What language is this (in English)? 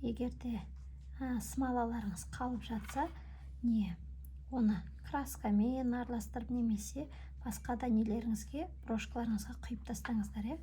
Kazakh